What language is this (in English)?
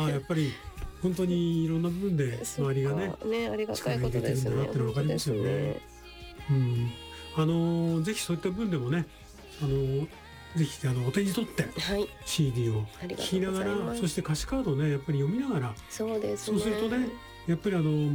Japanese